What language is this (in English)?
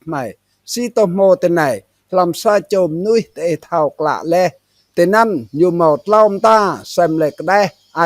Rade